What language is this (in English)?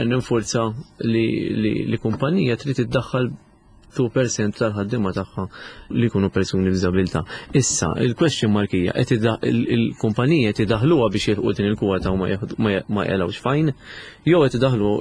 Maltese